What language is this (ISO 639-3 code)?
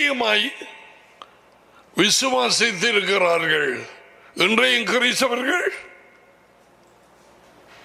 tam